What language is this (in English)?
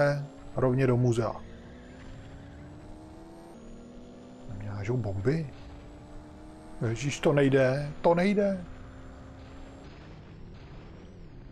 Czech